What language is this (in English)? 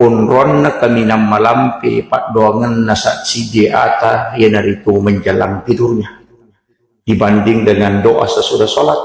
Buginese